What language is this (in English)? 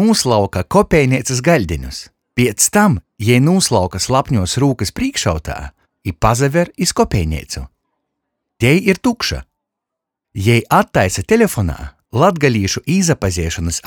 Latgalian